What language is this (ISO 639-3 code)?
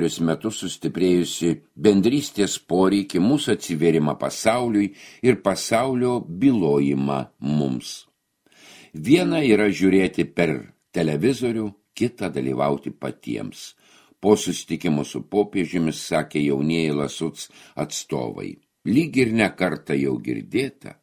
lit